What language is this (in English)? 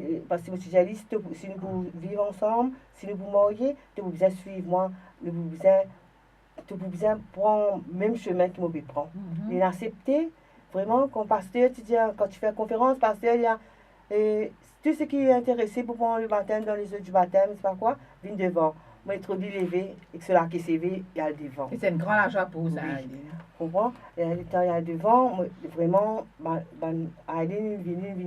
Morisyen